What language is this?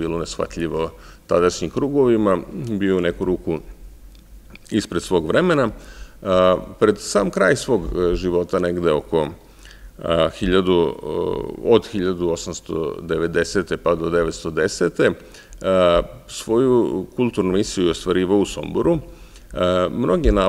Serbian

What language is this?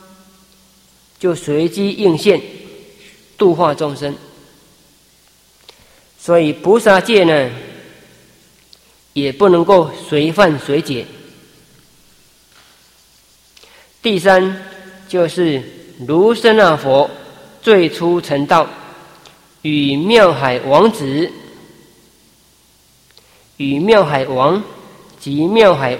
Chinese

